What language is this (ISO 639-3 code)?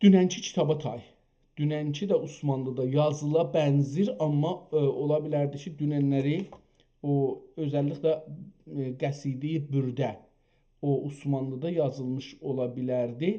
azb